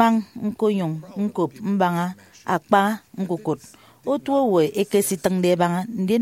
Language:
Efik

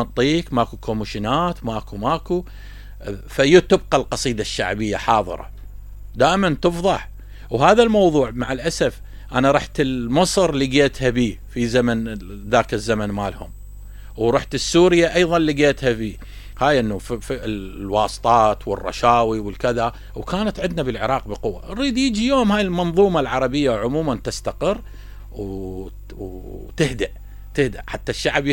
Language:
Mesopotamian Arabic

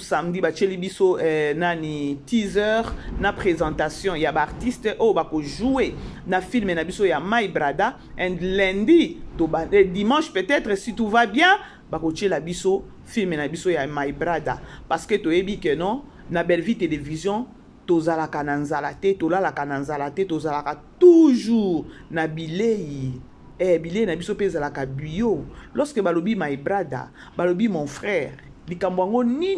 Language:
Lingala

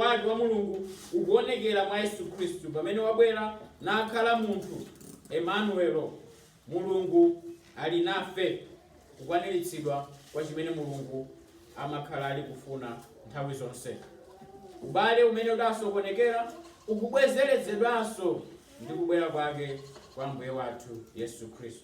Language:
Nyanja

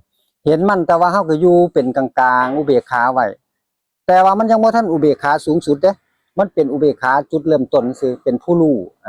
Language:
Northeastern Thai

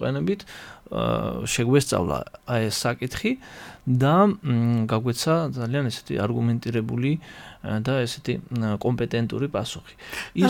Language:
Georgian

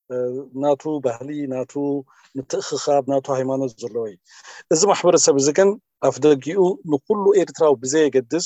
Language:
Tigrinya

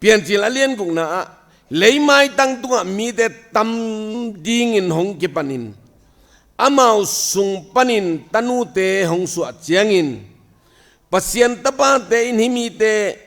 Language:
Tedim Chin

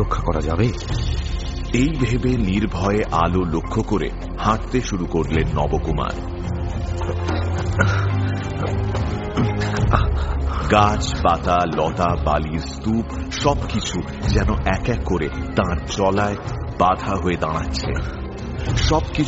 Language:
Bangla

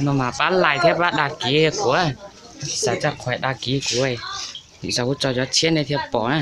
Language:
Hmong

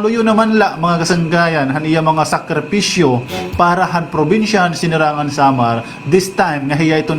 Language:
Waray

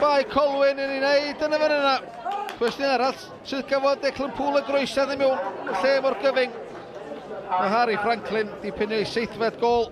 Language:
Welsh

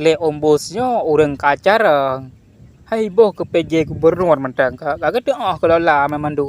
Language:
Achinese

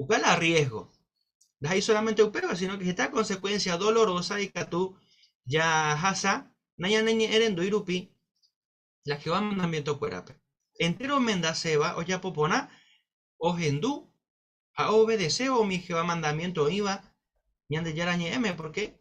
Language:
Guarani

